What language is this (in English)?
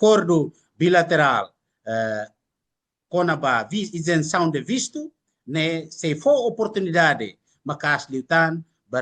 Tetum